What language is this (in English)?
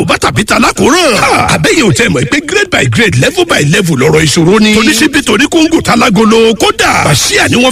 Yoruba